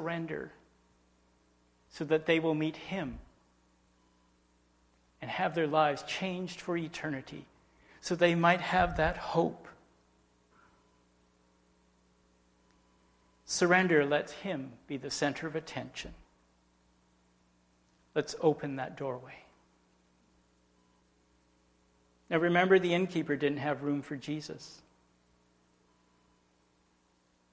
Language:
English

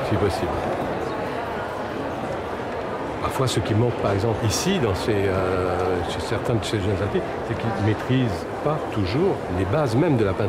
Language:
French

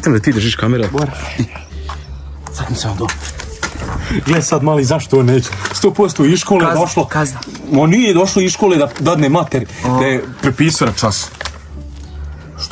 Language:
Croatian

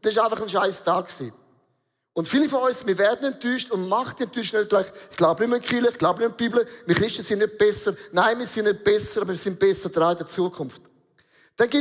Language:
Swiss German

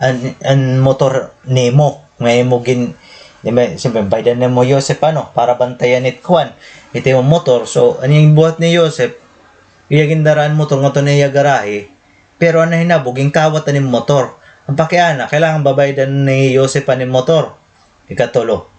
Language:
Waray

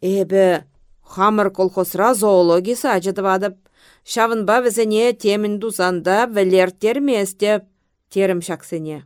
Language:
Chuvash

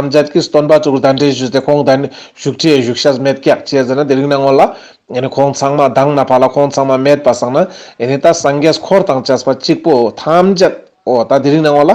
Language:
Ladakhi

